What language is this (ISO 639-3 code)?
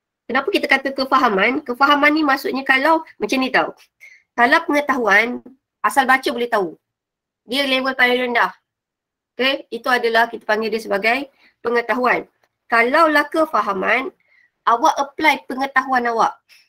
msa